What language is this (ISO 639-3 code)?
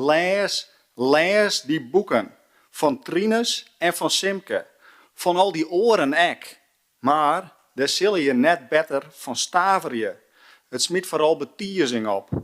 fry